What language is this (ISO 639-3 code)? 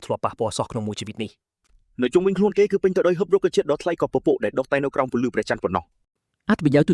khm